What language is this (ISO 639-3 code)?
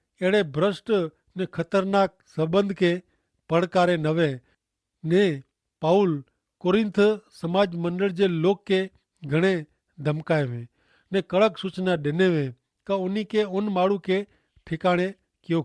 kfr